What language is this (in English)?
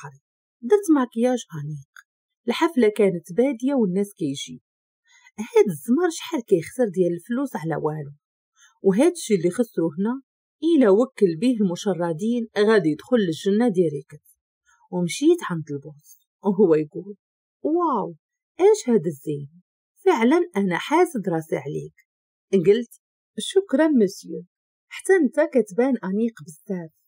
Moroccan Arabic